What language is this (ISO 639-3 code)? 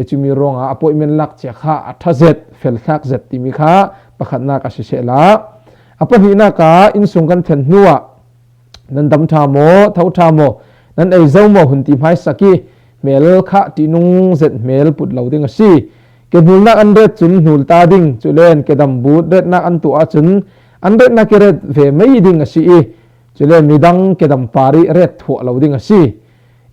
cfm